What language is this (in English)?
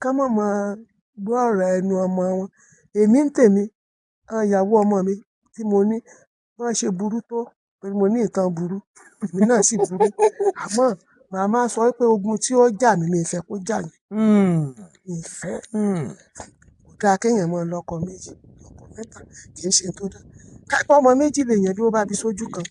Yoruba